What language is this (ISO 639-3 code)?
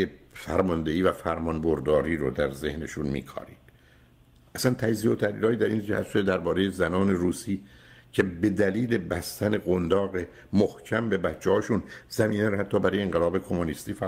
fas